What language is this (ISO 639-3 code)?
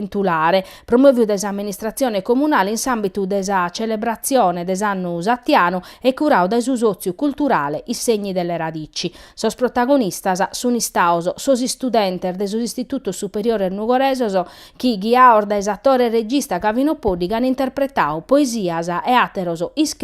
srd